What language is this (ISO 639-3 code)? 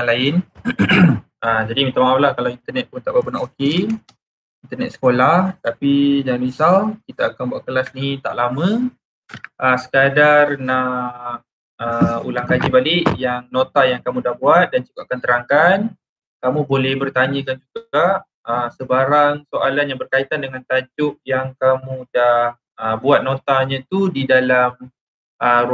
msa